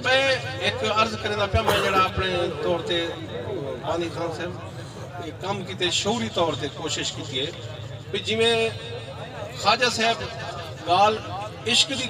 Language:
Saraiki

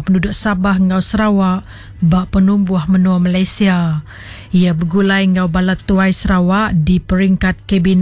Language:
Iban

